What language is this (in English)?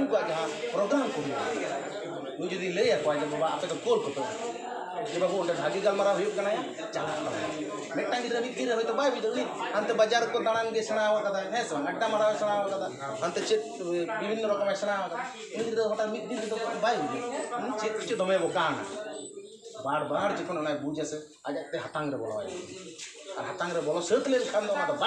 Santali